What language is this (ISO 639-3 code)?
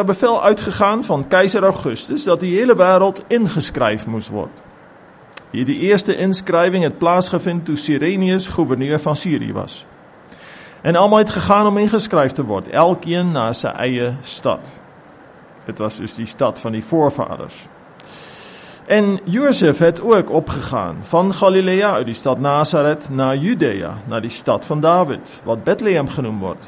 afr